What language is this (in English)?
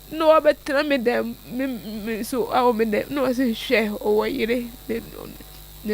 Akan